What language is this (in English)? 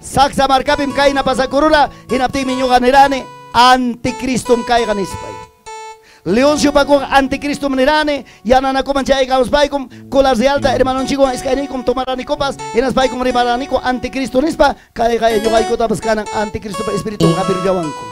Ayacucho Quechua